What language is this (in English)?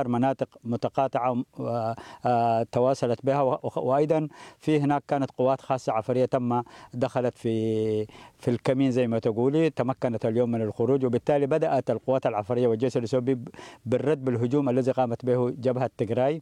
Arabic